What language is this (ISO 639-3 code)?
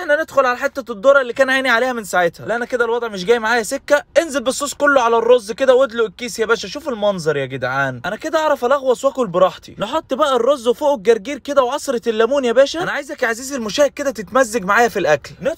arz